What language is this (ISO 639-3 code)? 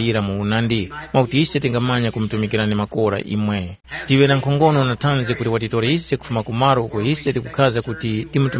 tum